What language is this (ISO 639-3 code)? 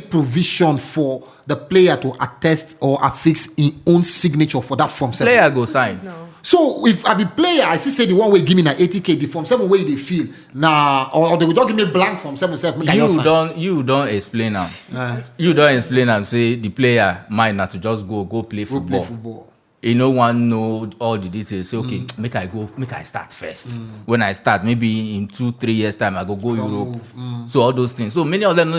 pcm